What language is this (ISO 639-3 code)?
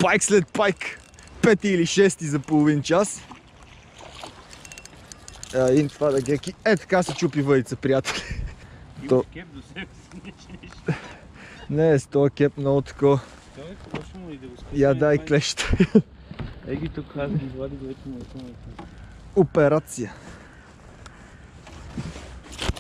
bul